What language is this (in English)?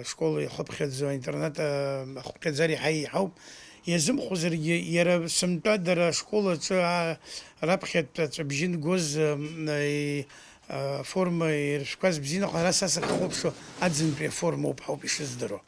Abkhazian